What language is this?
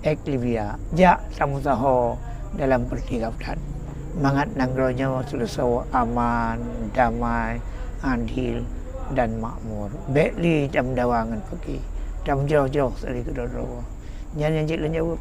Achinese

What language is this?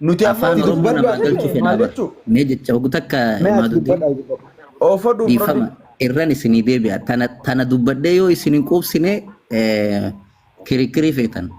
Oromo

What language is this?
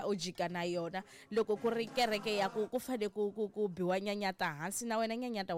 Tsonga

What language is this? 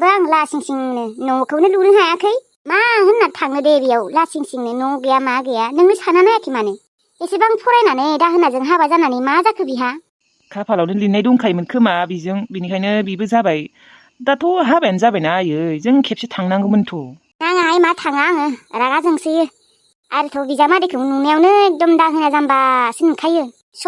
Bodo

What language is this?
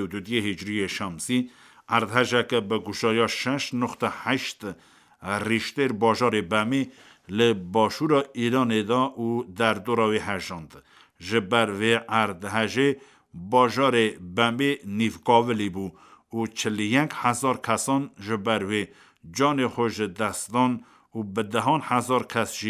Kurdish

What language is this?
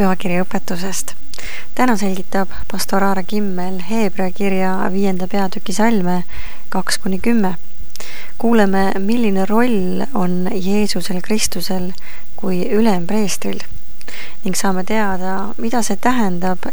Estonian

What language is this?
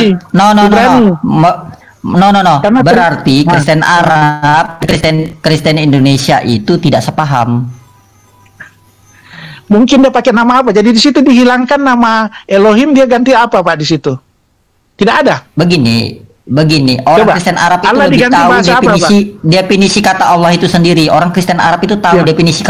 Indonesian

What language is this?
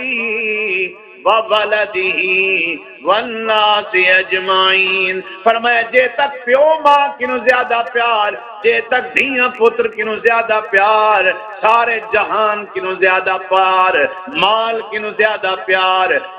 Saraiki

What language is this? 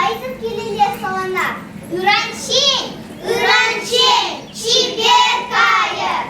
Chuvash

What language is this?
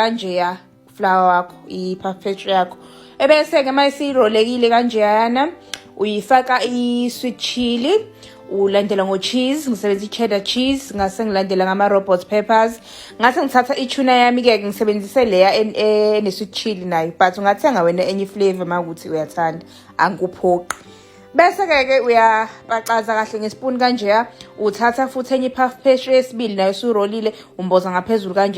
Zulu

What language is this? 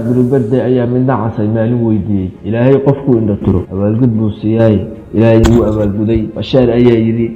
Somali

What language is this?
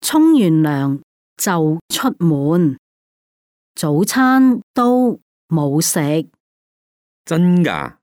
Cantonese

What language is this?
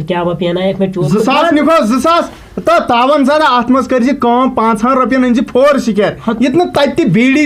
Kashmiri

